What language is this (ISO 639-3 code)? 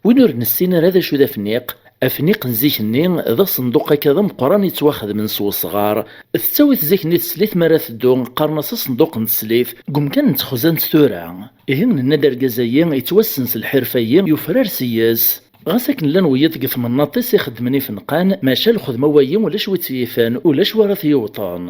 kab